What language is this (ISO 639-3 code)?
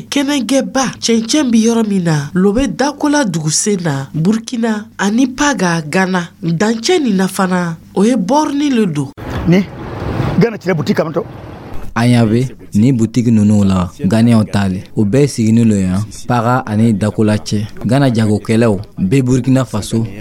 dyu